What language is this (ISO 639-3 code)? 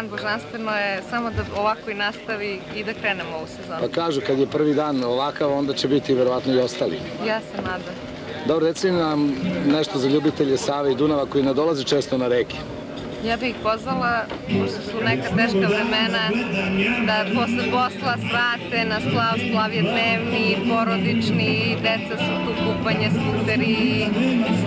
srp